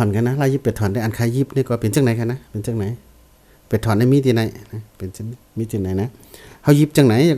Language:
Shan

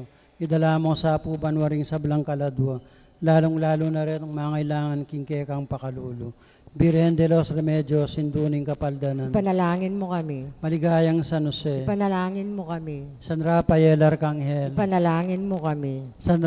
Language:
Pampanga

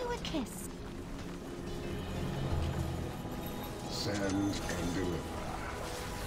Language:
Hungarian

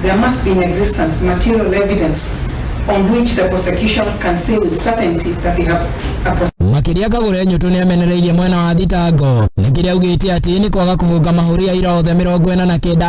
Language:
Kikuyu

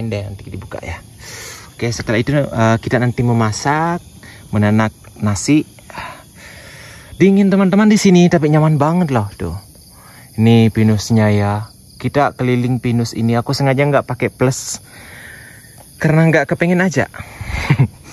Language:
Indonesian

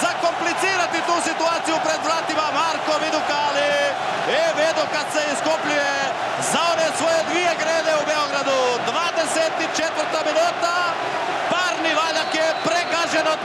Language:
Croatian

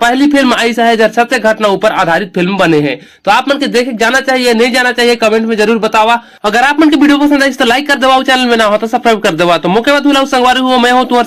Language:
Chhattisgarhi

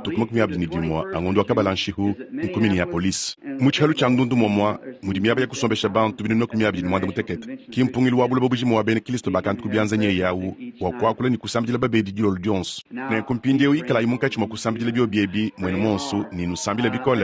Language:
Luba-Lulua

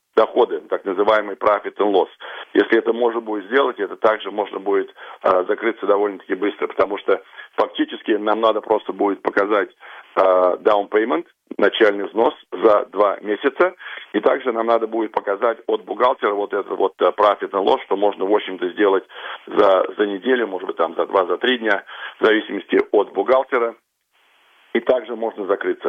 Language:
Russian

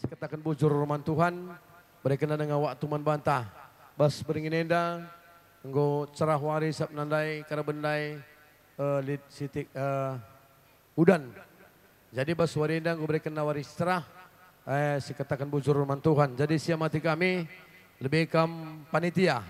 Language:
Batak Karo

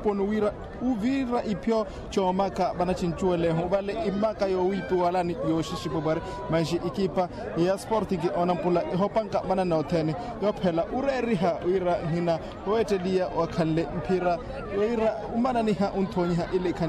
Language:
Makhuwa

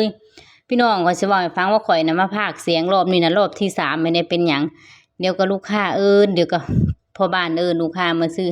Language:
Lao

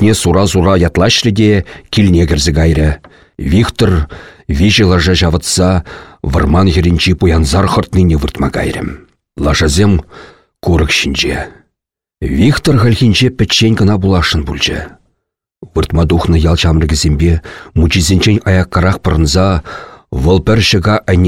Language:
Chuvash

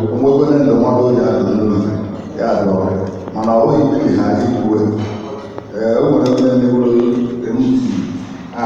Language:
Igbo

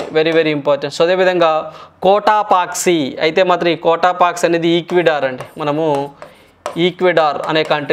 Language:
Telugu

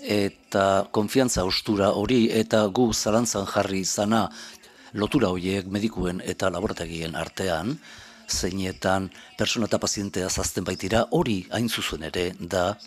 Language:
Basque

